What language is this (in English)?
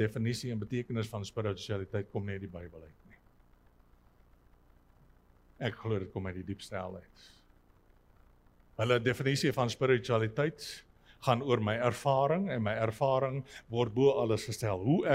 Afrikaans